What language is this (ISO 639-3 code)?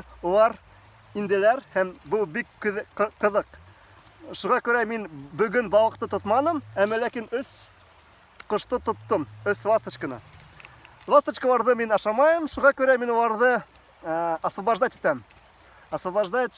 bak